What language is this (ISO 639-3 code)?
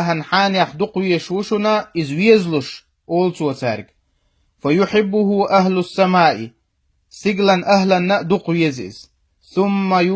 che